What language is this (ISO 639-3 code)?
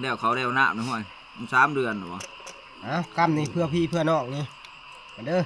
tts